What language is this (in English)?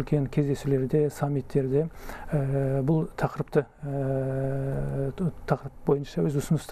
Kazakh